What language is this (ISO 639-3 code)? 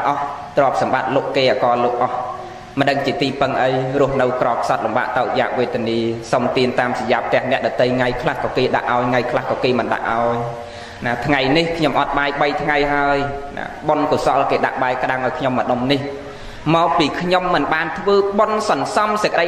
khm